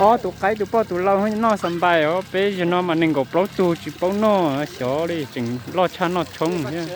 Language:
Hmong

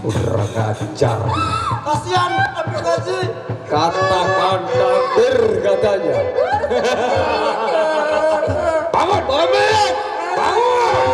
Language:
Sasak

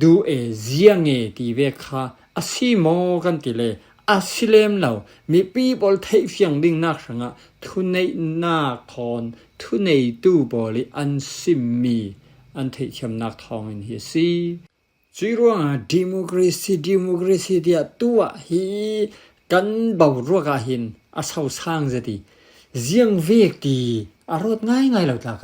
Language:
Falam Chin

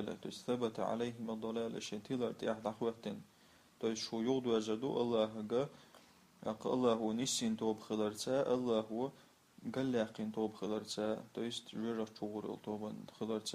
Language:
Chechen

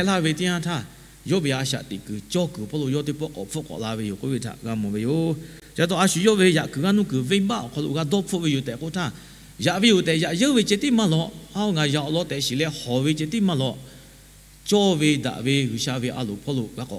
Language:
Lahu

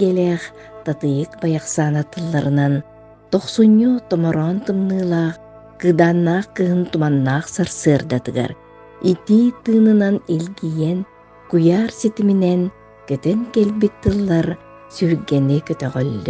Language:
Yakut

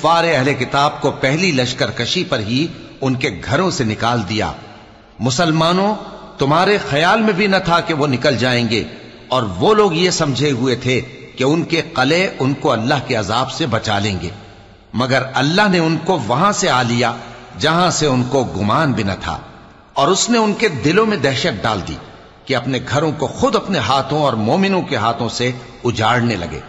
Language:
Urdu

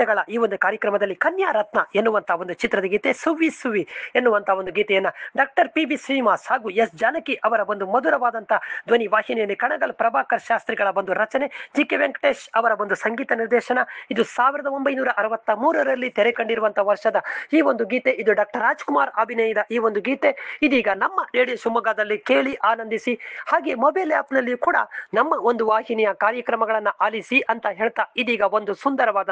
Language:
Kannada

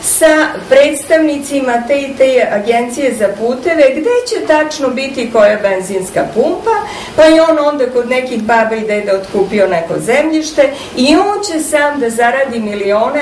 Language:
Serbian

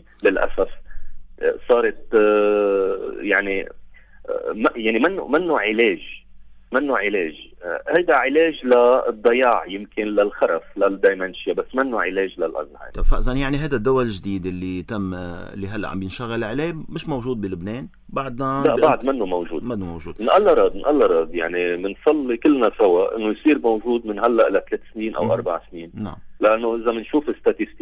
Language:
North Levantine Arabic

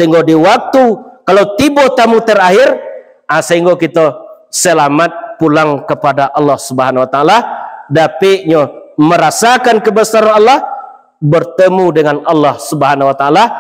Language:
Minangkabau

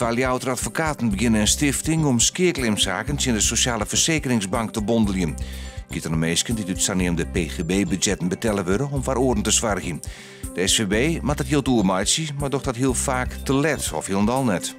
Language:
Western Frisian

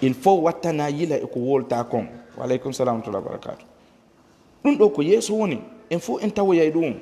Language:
Fula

